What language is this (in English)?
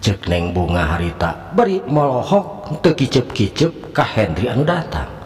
Sundanese